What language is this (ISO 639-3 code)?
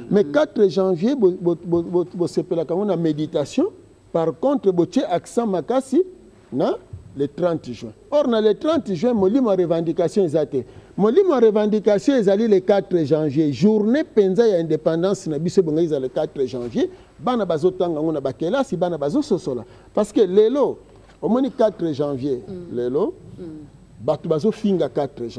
lin